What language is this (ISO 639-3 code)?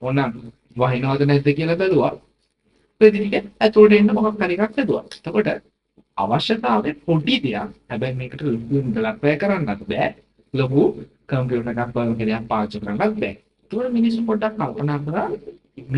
sin